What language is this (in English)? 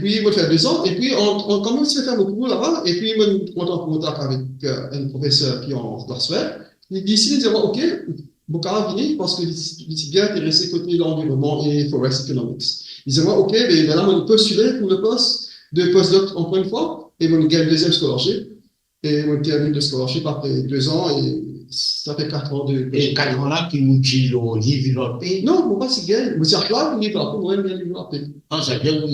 Morisyen